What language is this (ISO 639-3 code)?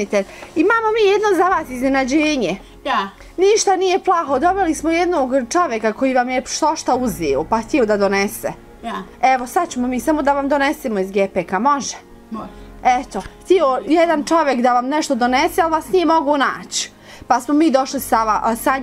bos